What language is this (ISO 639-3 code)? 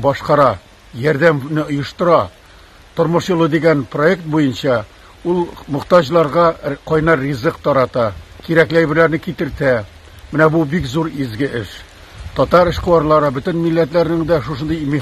tat